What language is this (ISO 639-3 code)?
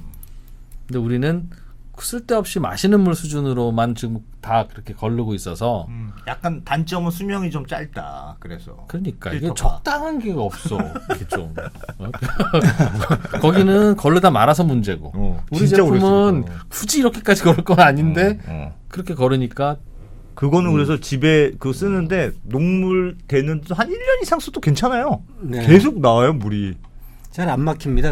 kor